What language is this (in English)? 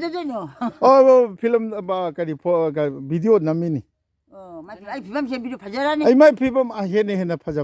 Manipuri